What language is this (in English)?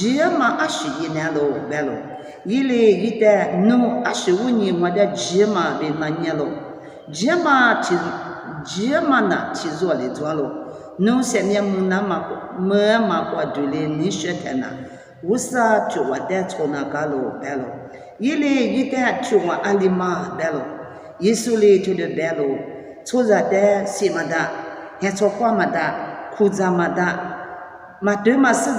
Lisu